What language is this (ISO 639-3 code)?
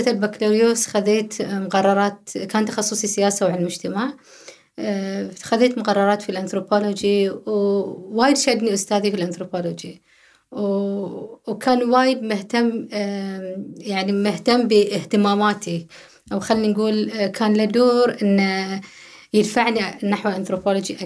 afb